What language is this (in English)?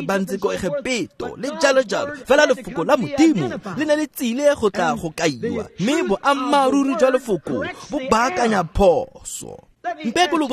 Tswana